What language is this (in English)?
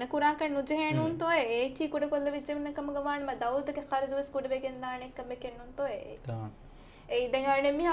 Divehi